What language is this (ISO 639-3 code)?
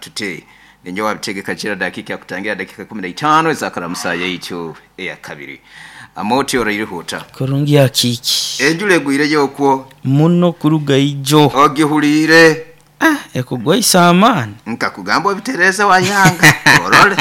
nyo